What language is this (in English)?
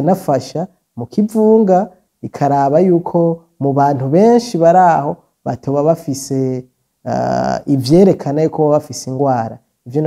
Rundi